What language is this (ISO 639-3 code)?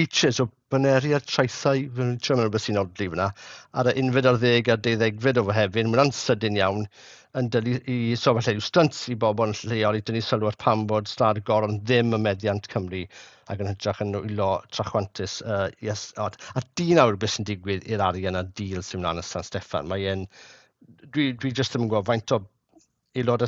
cym